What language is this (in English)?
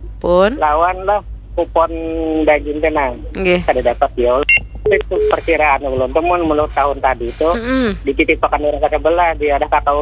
Banjar